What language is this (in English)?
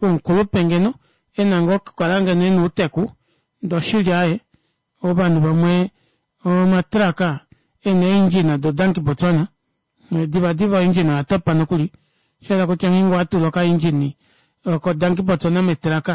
Kuanyama